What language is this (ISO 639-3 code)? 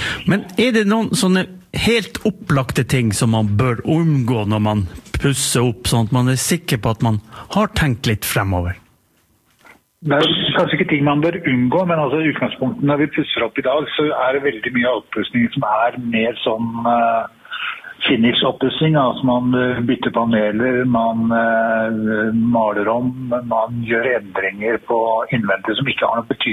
nor